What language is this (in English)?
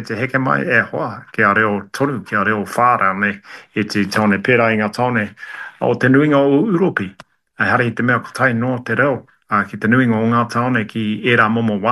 Māori